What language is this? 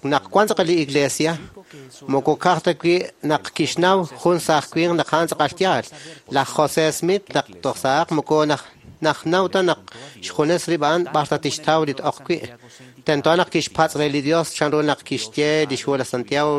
Kekchí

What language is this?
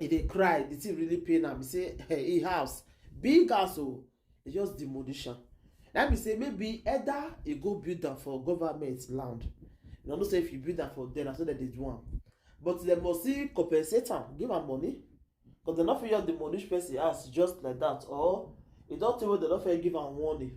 Nigerian Pidgin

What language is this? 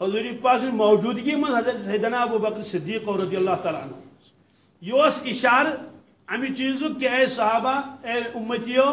Kashmiri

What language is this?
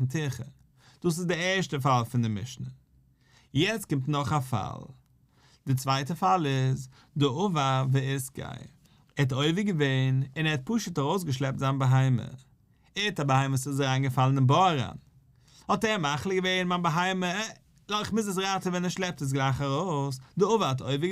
Yiddish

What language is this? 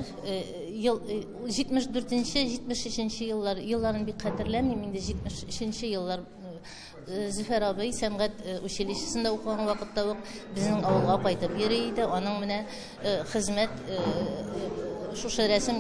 Tatar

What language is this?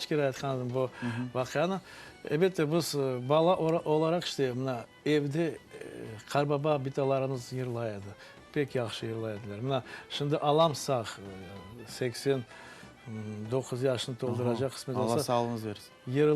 Crimean Tatar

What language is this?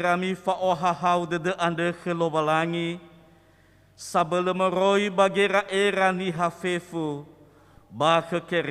Nias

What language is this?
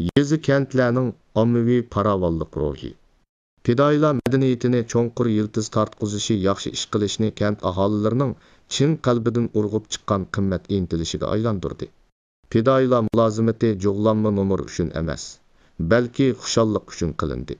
Uyghur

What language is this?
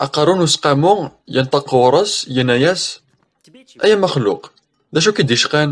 Kabyle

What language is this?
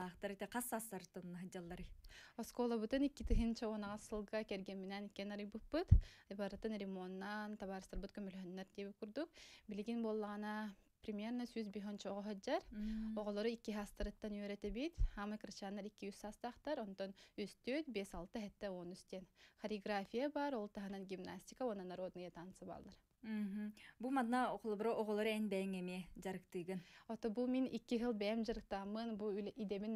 Yakut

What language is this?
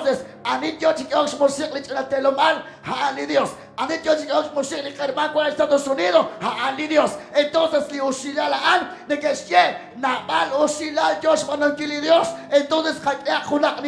Kekchí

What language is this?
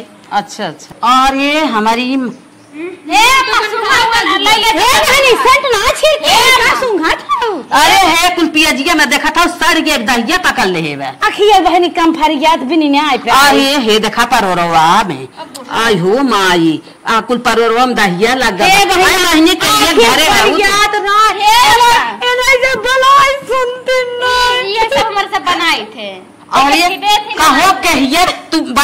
Awadhi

